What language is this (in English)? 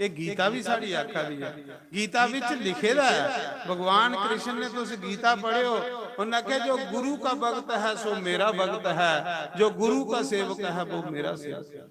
Dogri